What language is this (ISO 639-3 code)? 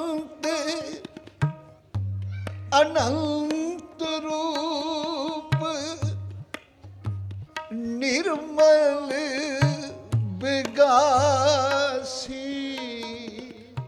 pan